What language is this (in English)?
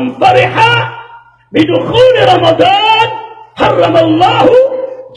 Maranao